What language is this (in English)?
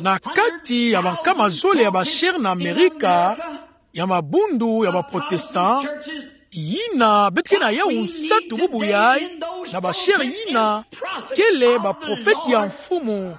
Kituba (Democratic Republic of Congo)